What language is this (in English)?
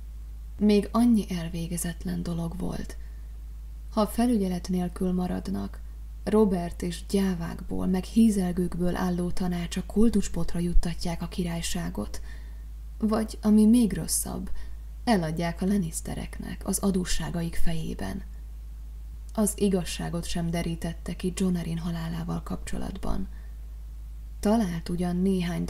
Hungarian